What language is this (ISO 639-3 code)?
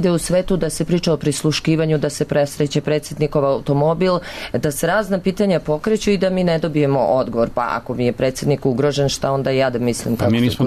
srp